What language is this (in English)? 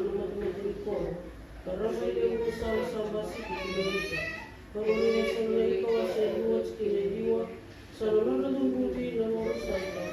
Fijian